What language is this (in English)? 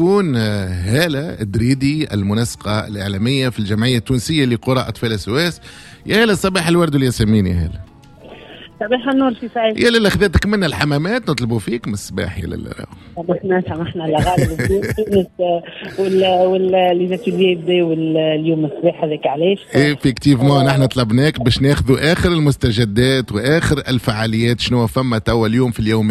Tunisian Arabic